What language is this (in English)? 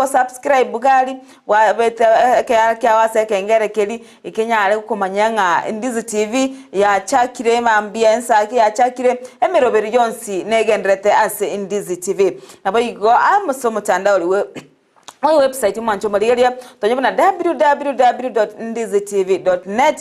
Gusii